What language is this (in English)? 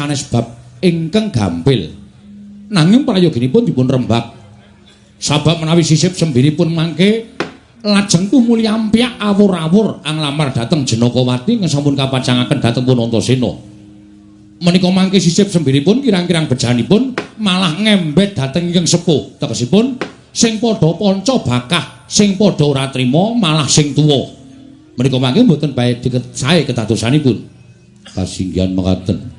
Javanese